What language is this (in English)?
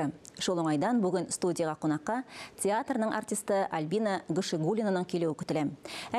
Tatar